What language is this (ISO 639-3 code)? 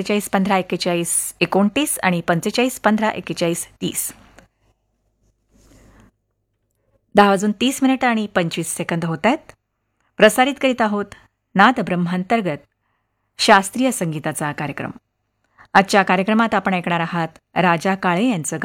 mar